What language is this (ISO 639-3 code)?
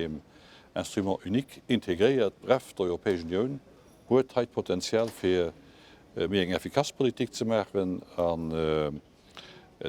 ltz